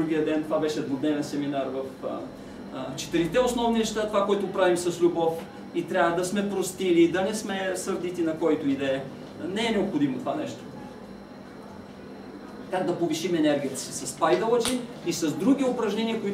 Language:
Bulgarian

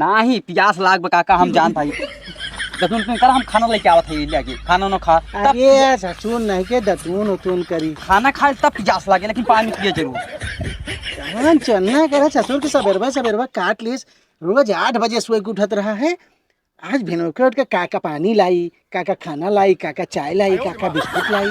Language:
Awadhi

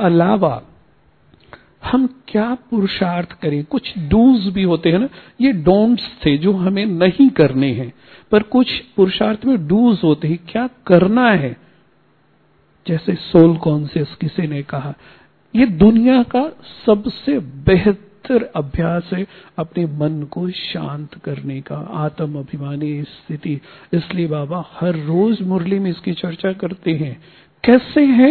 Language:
Hindi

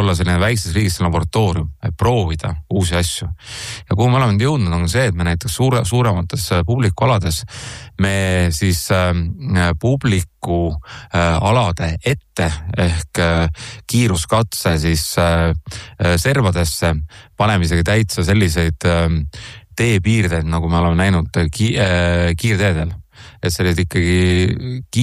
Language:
Estonian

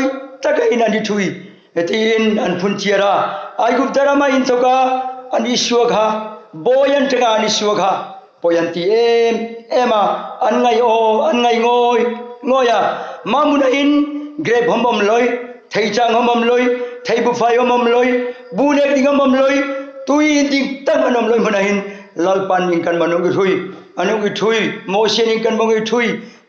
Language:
Hmar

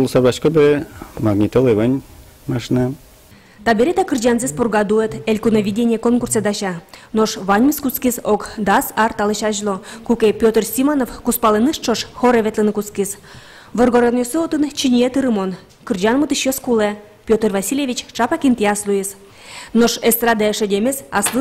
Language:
Udmurt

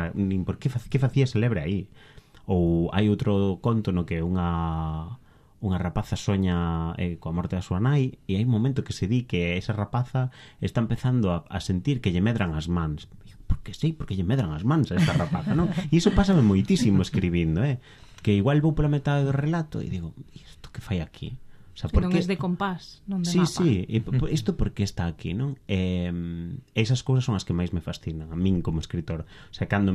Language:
Galician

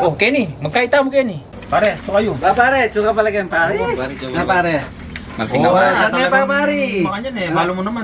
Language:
Pampanga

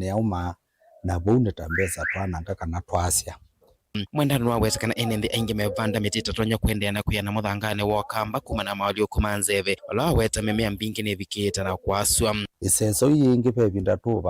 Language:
Kamba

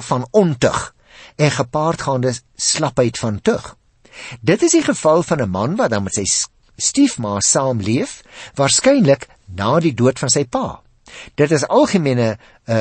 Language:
Afrikaans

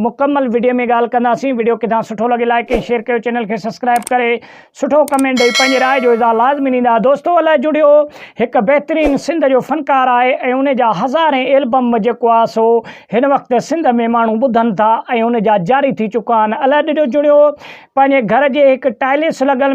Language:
Sindhi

